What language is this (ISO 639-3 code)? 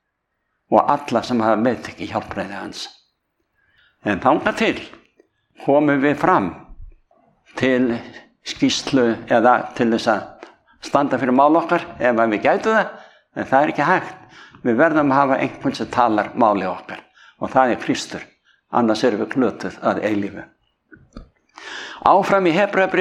isl